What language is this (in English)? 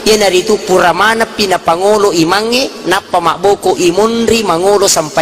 Buginese